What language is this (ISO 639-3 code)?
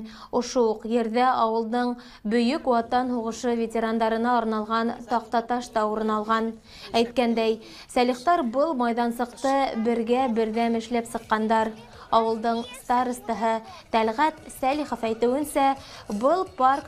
bak